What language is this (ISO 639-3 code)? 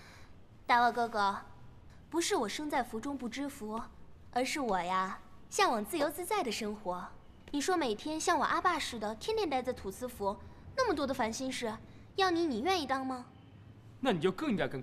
zho